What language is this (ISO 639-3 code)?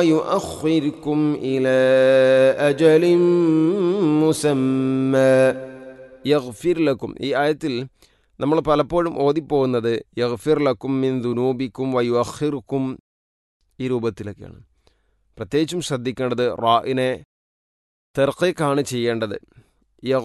mal